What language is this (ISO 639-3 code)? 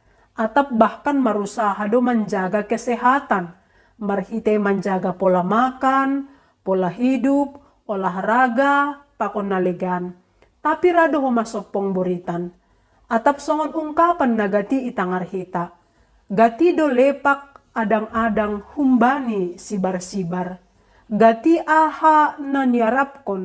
bts